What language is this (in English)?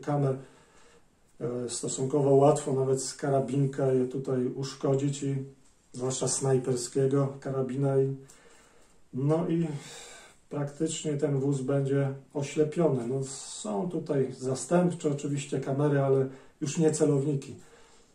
Polish